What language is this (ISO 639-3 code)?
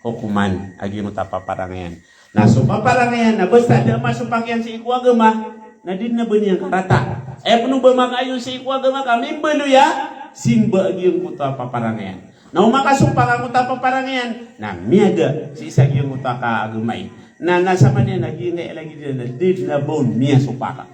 mrw